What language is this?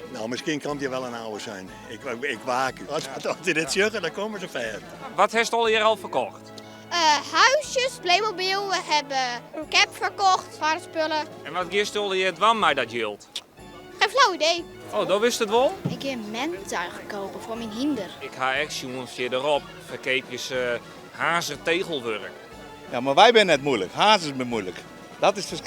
Western Frisian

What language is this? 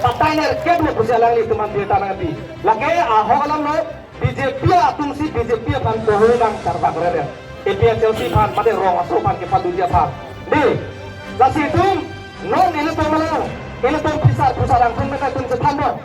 Karbi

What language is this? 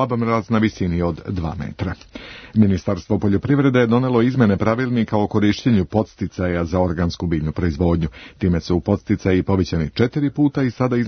Serbian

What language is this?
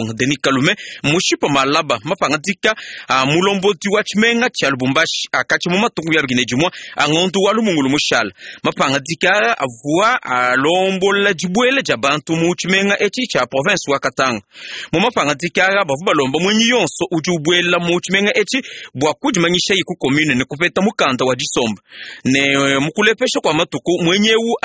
Luba-Lulua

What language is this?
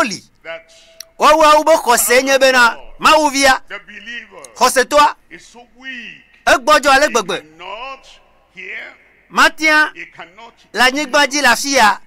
Ewe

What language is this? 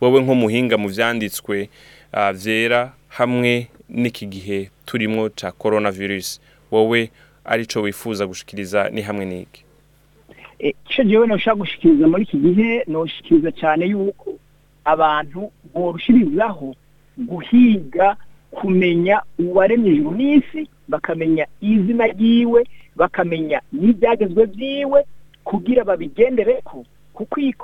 Rundi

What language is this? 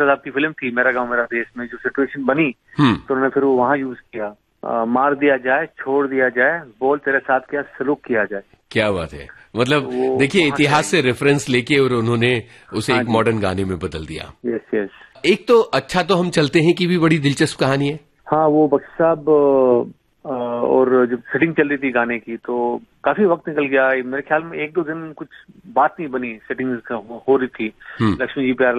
Hindi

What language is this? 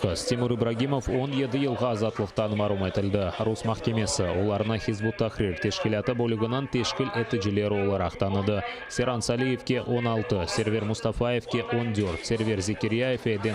Crimean Tatar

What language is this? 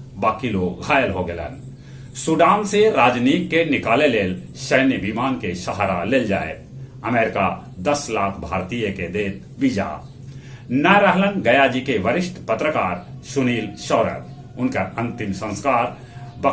Magahi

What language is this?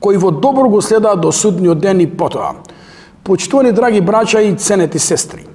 Macedonian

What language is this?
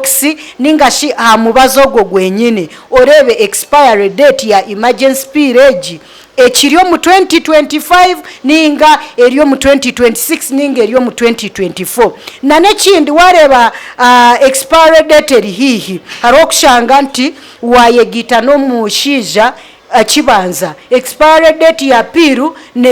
Nyankole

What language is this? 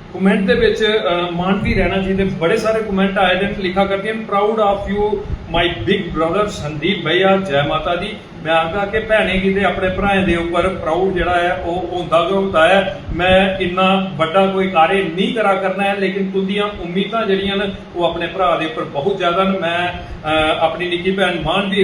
Dogri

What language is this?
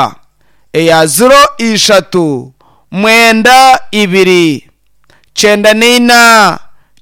Nyankole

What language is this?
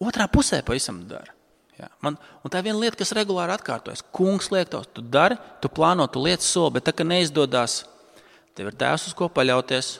Latvian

